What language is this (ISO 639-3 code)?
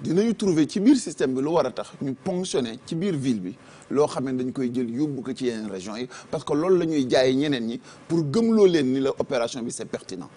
wol